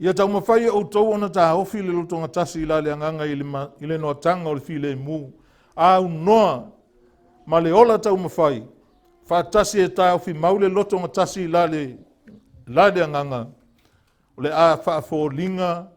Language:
Samoan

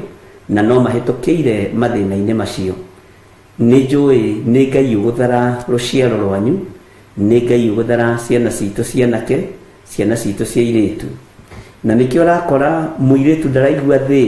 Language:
Kikuyu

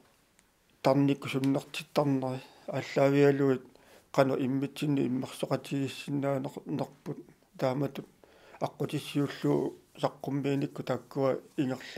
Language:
Kalaallisut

